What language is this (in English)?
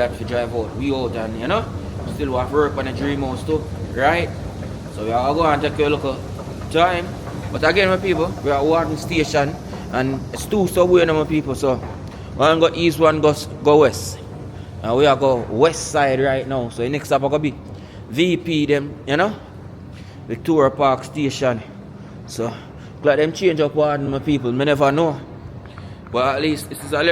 Jamaican Creole English